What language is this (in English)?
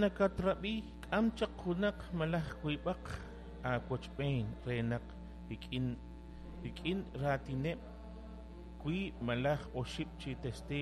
Kekchí